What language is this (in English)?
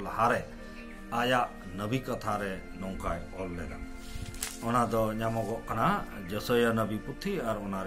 Santali